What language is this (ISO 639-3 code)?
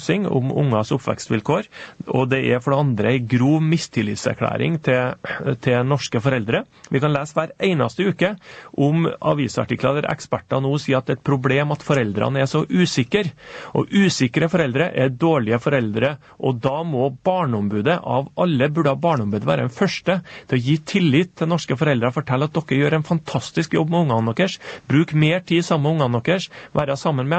nor